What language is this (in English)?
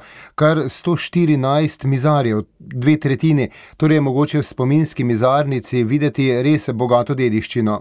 Slovenian